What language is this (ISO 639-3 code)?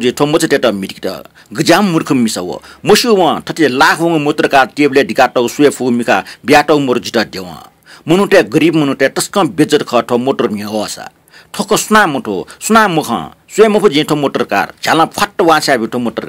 new